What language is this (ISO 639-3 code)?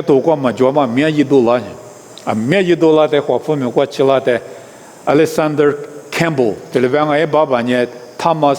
lis